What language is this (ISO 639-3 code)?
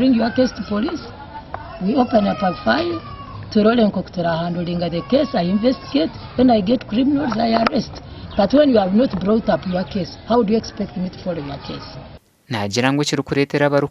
nyn